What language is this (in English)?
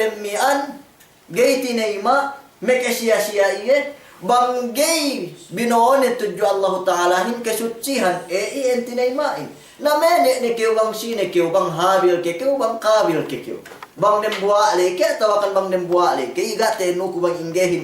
Yakan